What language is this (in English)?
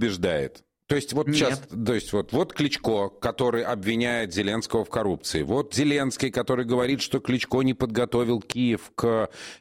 Russian